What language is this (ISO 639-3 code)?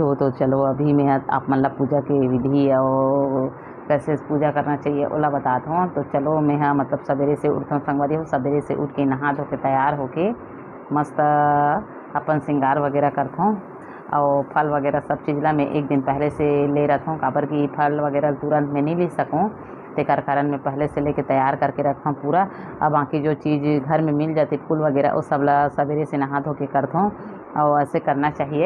hne